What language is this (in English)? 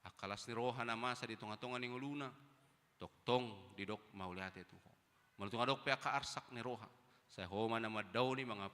Batak Toba